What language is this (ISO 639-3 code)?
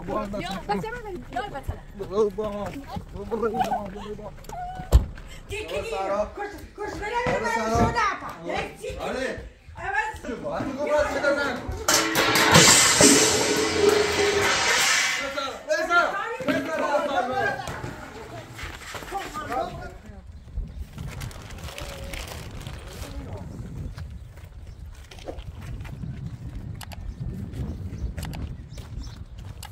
fas